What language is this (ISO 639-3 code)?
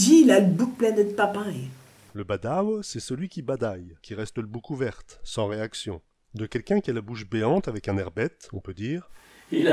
pcd